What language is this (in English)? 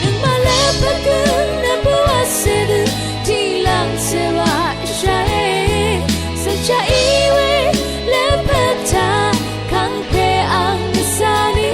Rawang